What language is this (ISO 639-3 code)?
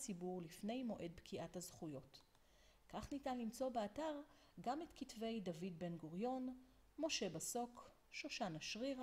heb